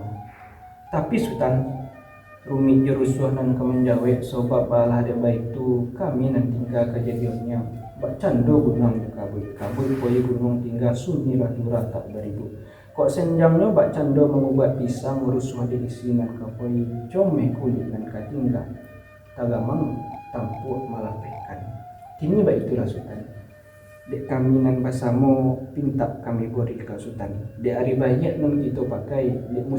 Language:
Minangkabau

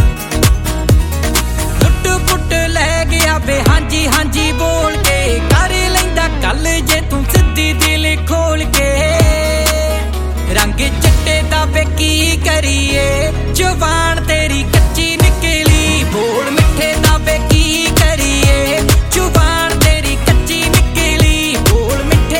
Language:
Punjabi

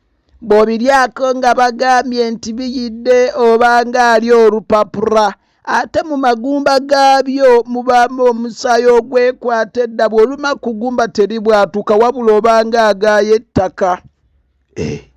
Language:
Ganda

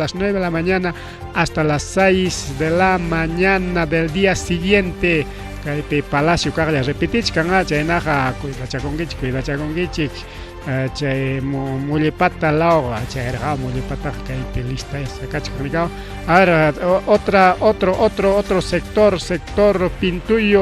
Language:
Ayacucho Quechua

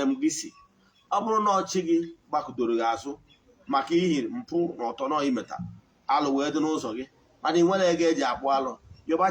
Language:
Igbo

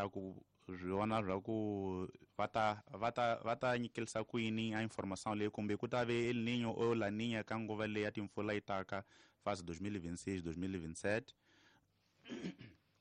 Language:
Tsonga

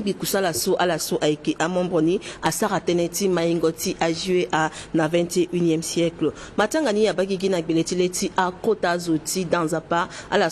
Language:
Sango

